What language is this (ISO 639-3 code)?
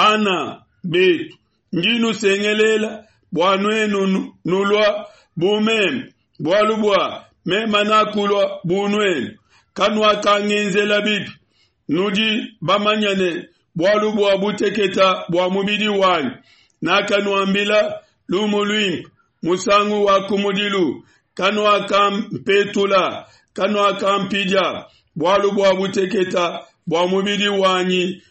lua